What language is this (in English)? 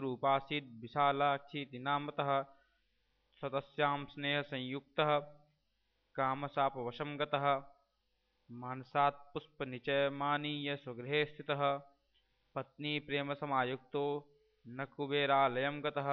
Sanskrit